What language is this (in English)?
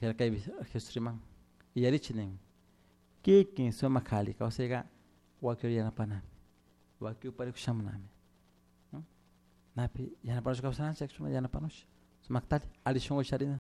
Chimborazo Highland Quichua